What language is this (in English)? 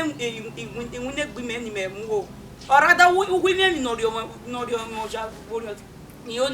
Bini